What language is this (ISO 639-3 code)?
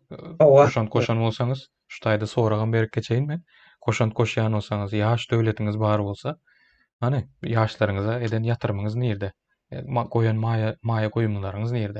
tuk